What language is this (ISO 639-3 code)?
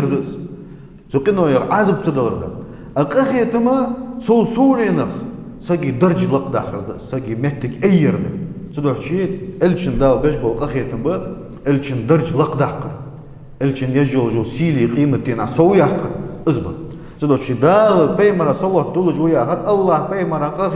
inh